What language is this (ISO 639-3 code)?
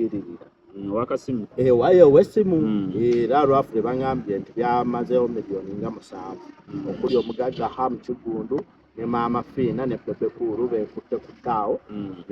lug